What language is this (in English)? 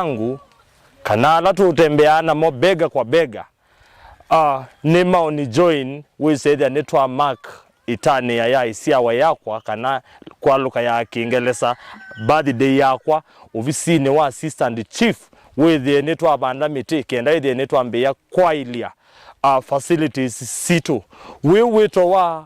Kamba